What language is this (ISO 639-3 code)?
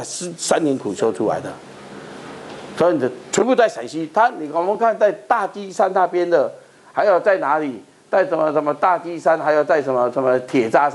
zho